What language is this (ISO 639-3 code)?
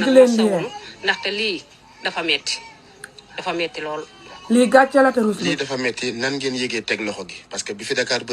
wol